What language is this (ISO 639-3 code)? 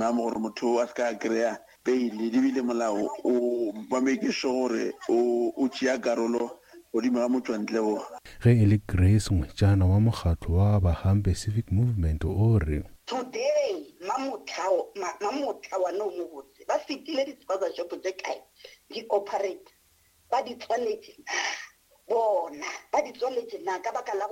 nso